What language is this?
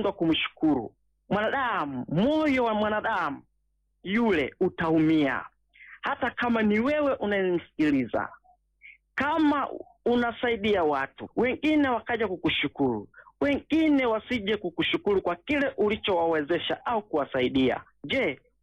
Swahili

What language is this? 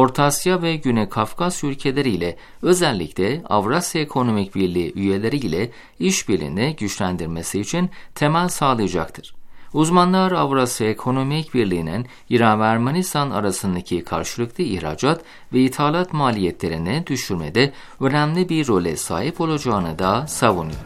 Turkish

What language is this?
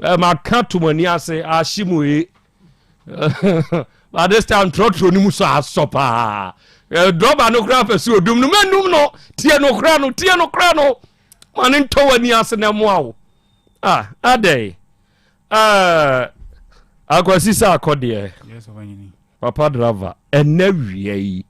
Akan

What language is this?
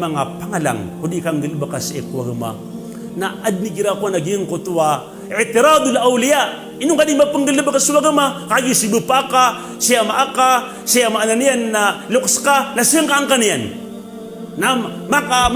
Maranao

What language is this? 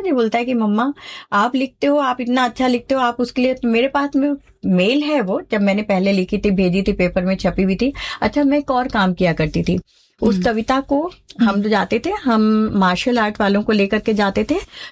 Hindi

